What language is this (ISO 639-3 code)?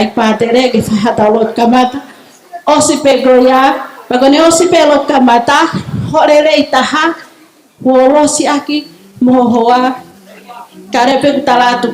ton